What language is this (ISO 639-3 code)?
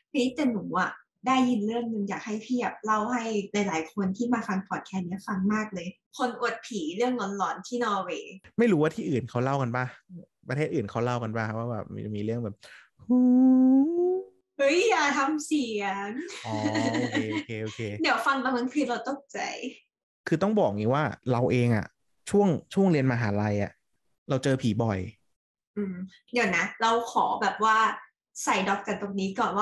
tha